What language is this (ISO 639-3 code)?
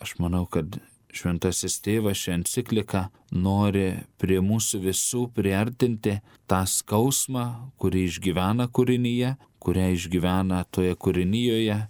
lit